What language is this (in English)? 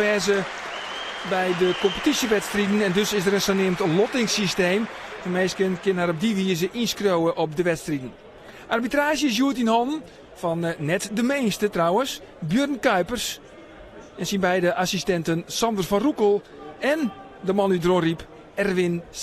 Western Frisian